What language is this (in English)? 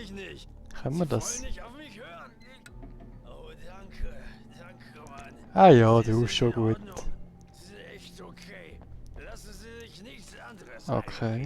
Swiss German